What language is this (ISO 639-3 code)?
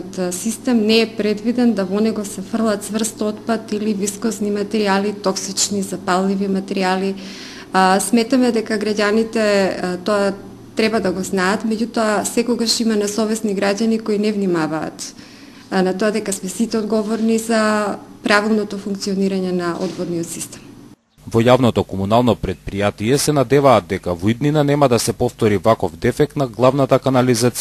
mkd